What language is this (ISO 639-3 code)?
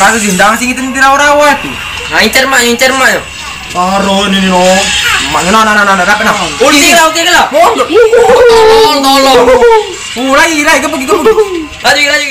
mui